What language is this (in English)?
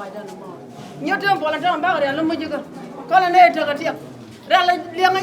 Nuer